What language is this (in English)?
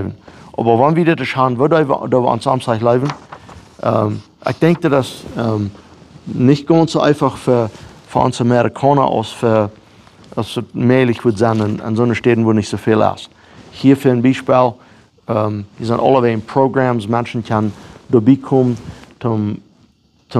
Plautdietsch